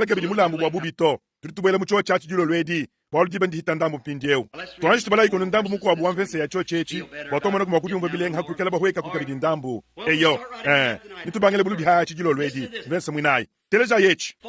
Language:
Luba-Lulua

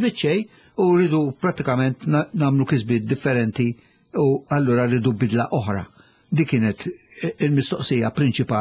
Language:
Maltese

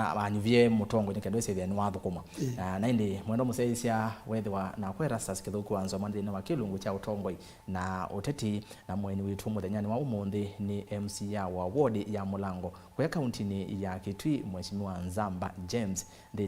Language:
Kamba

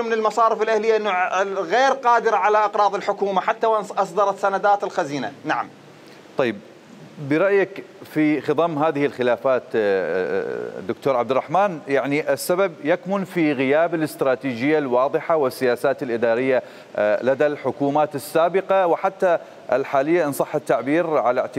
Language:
Mesopotamian Arabic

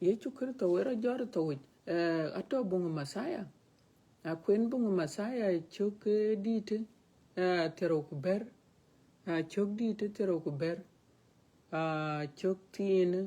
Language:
Dinka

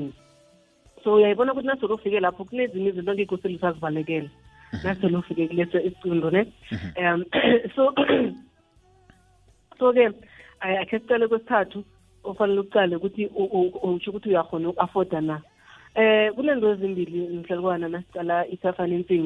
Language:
South Ndebele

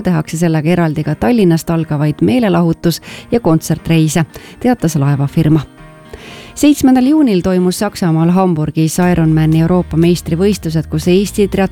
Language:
Estonian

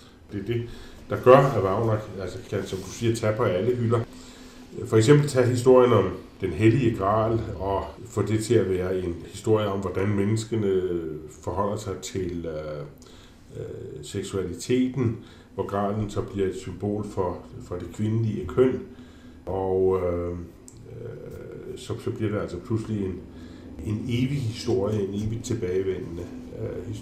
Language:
Danish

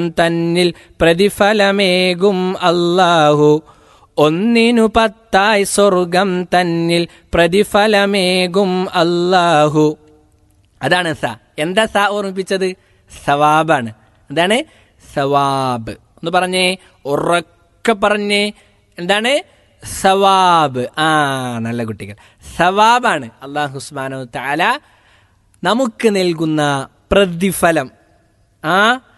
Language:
Malayalam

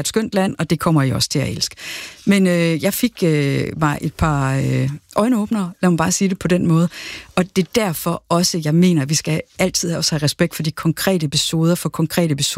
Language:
Danish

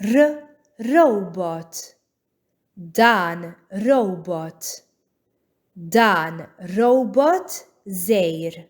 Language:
Maltese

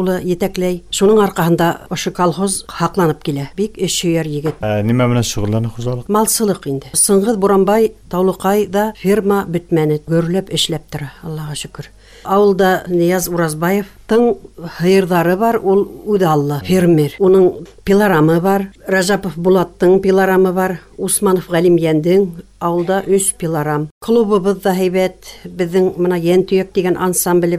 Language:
Bashkir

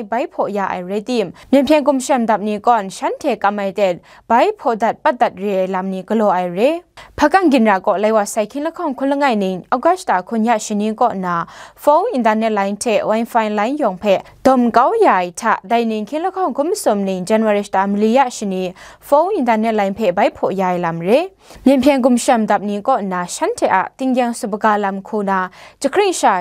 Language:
Kachin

